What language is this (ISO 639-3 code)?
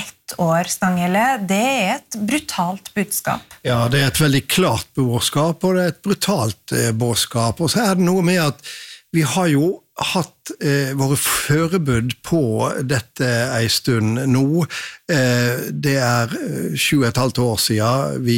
nor